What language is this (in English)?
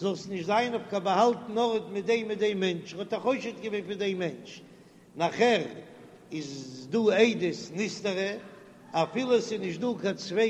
Yiddish